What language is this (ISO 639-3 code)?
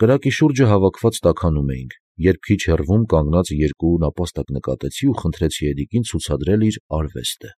hye